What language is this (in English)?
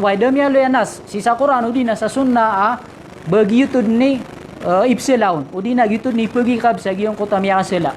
Maranao